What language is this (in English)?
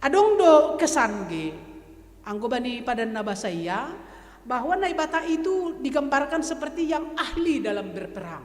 Batak Simalungun